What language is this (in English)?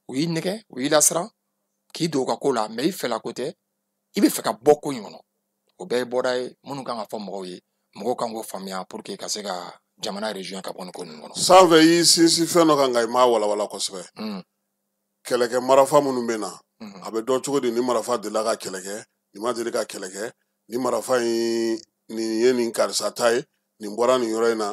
Bambara